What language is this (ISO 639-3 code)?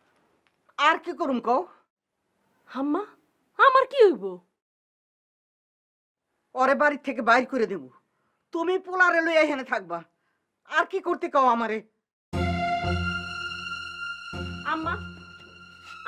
ben